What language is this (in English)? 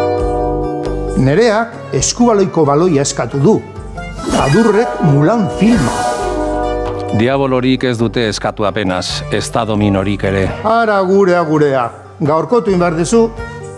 Basque